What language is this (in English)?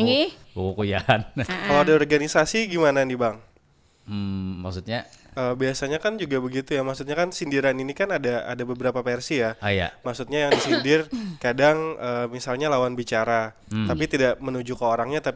Banjar